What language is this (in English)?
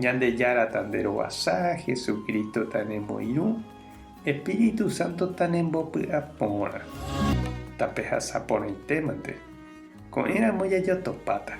Guarani